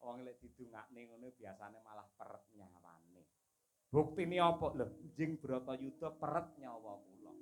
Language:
Javanese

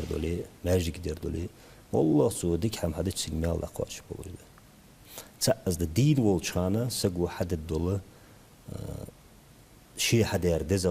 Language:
Ingush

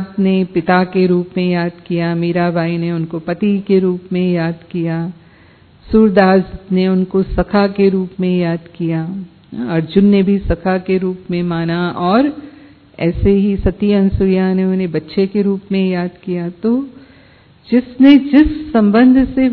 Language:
Hindi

